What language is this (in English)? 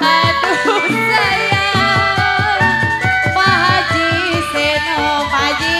Betawi